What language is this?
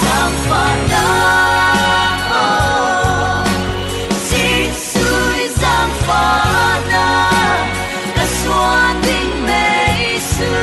Falam Chin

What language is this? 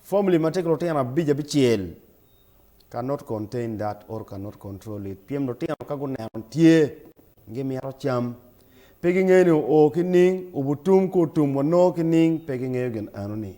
Acoli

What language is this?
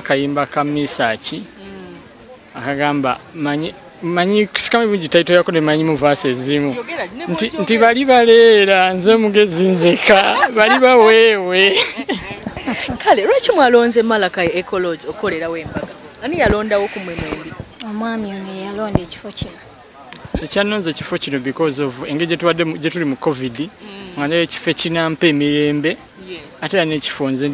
Ganda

